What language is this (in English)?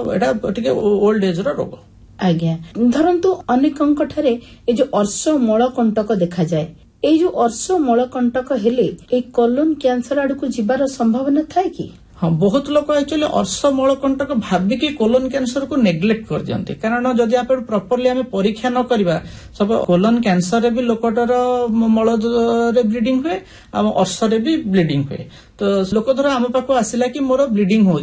Odia